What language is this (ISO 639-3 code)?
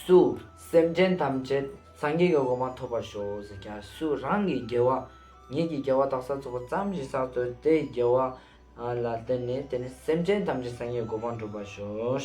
lbj